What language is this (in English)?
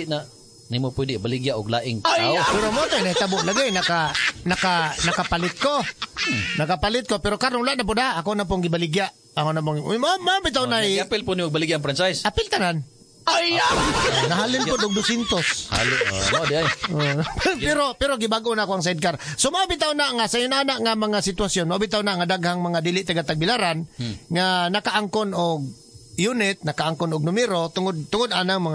Cebuano